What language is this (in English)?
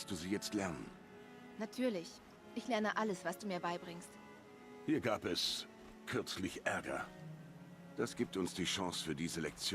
Swiss German